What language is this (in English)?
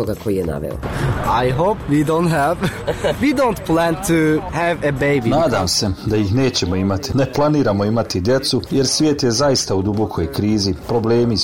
Croatian